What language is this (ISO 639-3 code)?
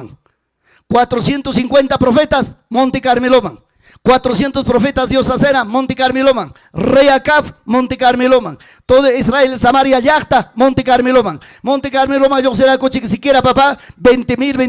quy